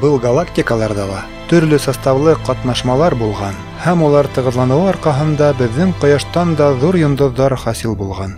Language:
Bashkir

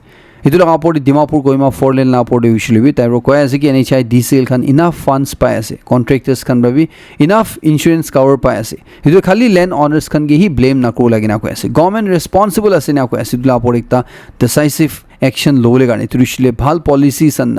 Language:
Naga Pidgin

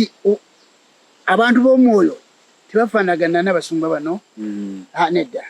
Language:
Ganda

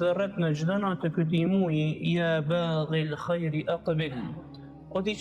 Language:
Albanian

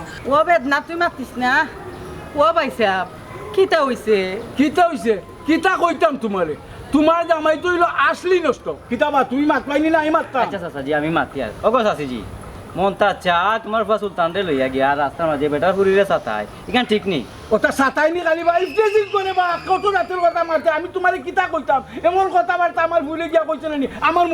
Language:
Sylheti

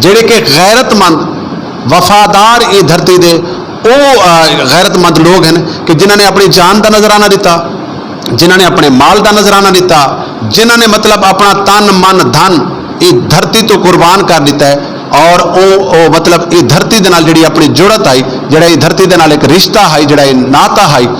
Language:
Saraiki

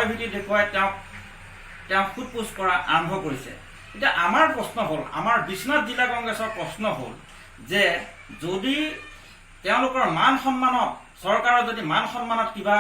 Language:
Assamese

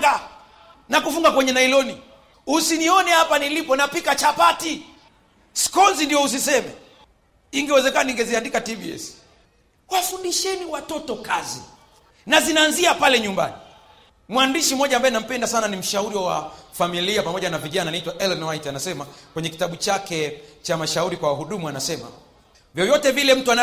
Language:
Swahili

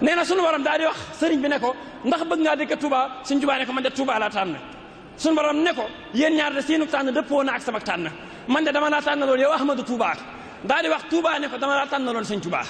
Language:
Wolof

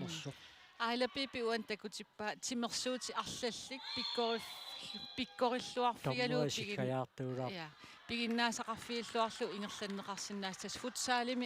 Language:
Kalaallisut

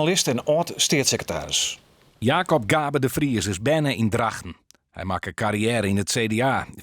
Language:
Western Frisian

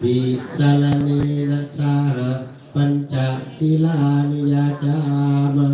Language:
Pali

